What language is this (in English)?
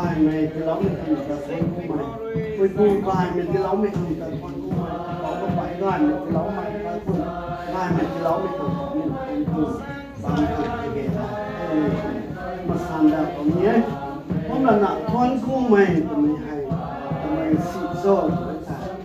Rongmei Naga